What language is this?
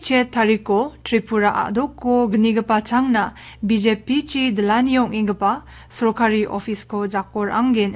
Garo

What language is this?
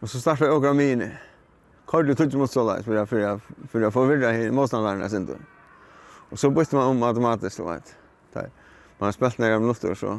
Faroese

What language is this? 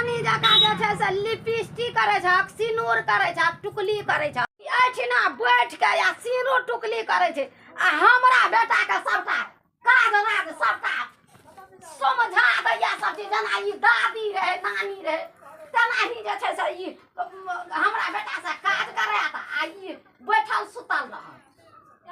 Maithili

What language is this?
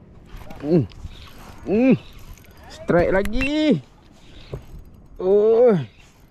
Malay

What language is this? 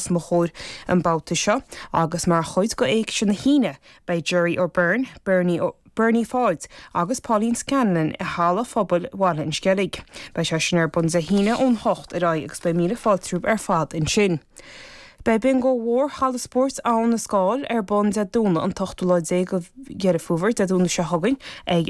Irish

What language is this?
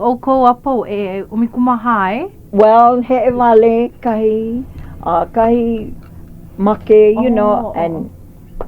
Hawaiian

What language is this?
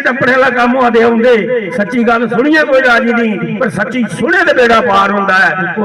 Dogri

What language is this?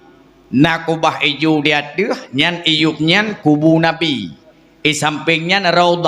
Achinese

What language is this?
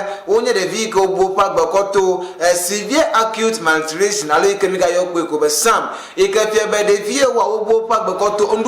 Ewe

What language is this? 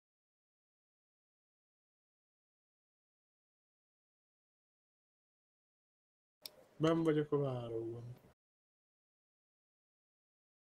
Hungarian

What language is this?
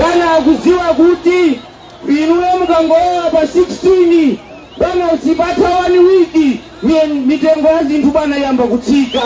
Nyanja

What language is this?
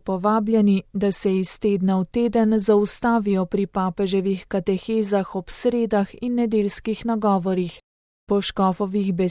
Slovenian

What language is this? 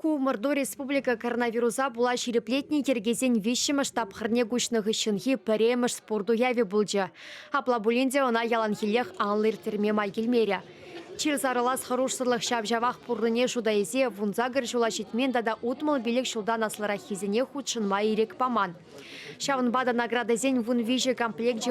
Chuvash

